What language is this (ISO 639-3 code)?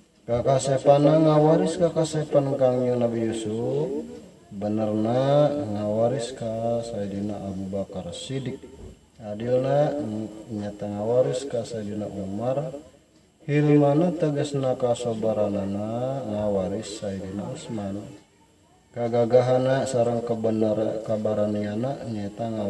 sun